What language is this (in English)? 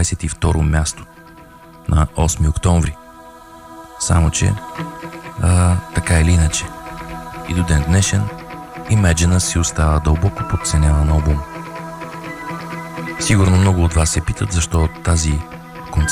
Bulgarian